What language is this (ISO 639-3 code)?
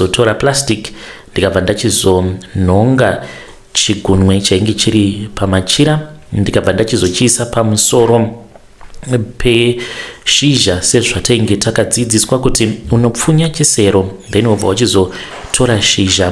sna